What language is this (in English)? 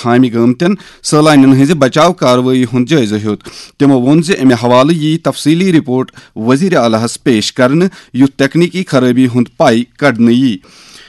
Kashmiri